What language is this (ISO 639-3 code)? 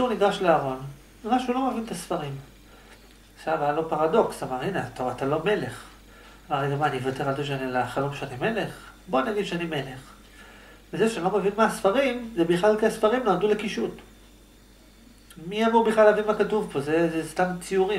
heb